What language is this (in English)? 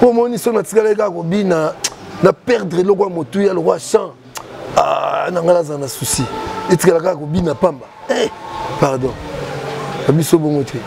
Lingala